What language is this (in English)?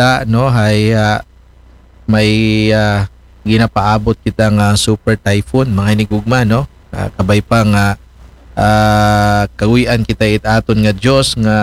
Aklanon